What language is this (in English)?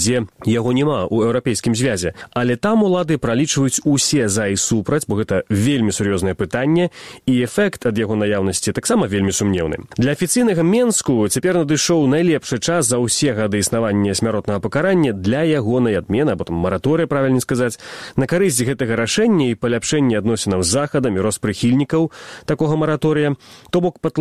Belarusian